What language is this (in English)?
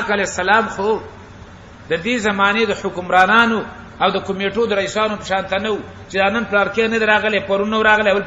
Pashto